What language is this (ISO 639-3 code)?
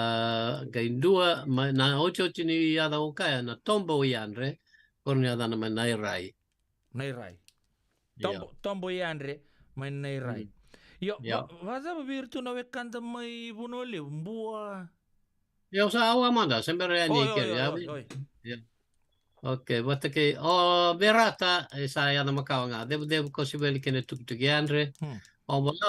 fij